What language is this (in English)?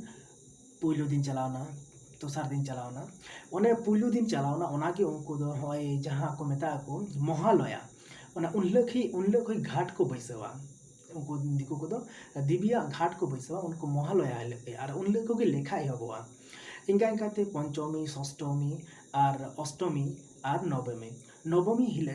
Santali